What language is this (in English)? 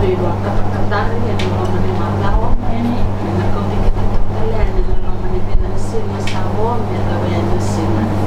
Fijian